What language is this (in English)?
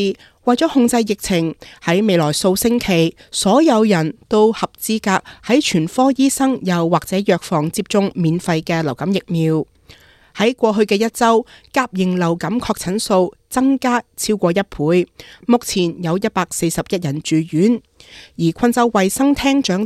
Cantonese